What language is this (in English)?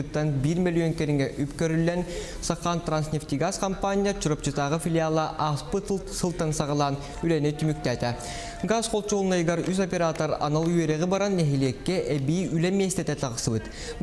Yakut